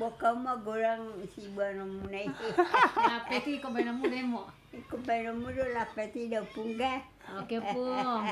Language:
Batak Toba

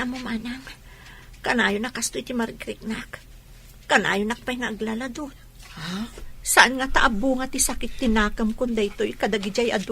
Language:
Iloko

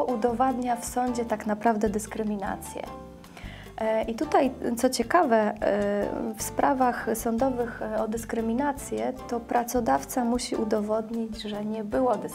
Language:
Polish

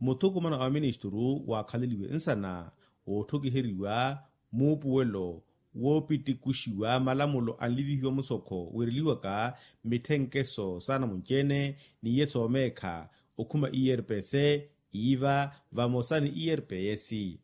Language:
Makhuwa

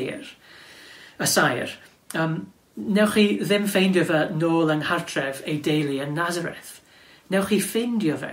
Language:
Welsh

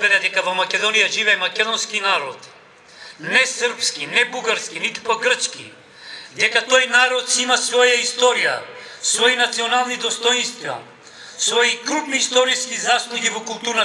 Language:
Macedonian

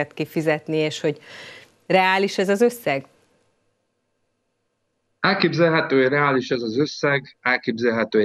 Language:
Hungarian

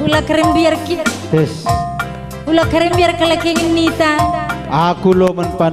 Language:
Batak Karo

